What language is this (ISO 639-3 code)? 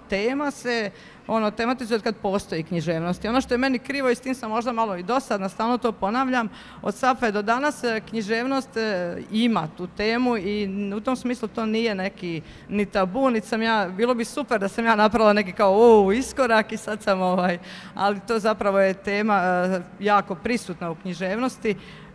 hrv